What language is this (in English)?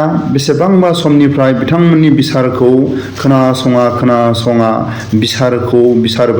Bodo